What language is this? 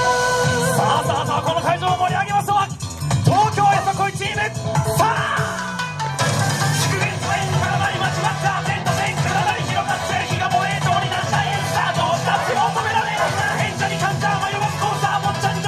Japanese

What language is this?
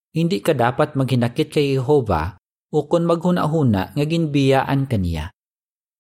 Hiligaynon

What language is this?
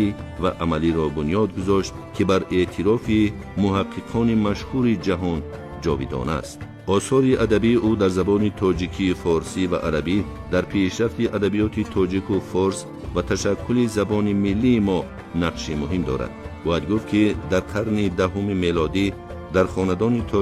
Tajik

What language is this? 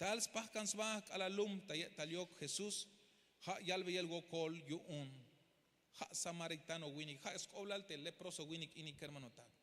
Tzeltal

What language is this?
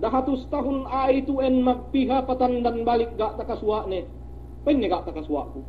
Yakan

